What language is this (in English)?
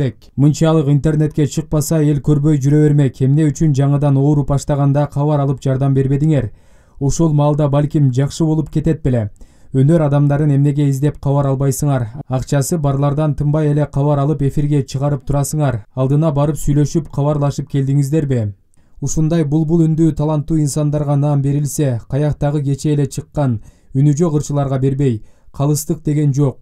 Kyrgyz